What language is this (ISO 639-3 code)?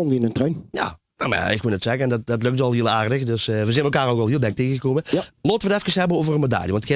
lim